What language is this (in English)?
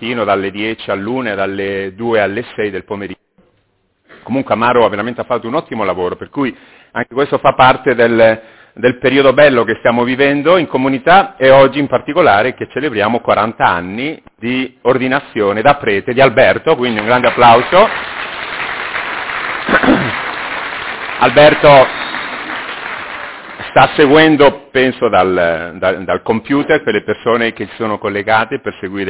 Italian